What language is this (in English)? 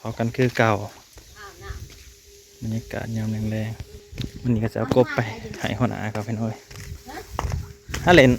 Northeastern Thai